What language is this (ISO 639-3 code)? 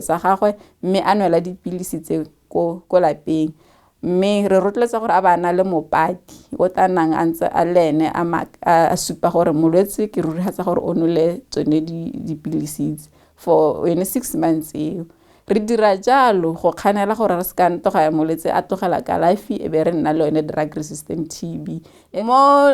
tsn